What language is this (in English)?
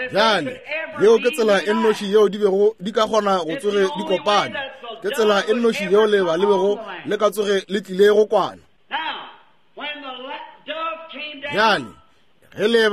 Northern Sotho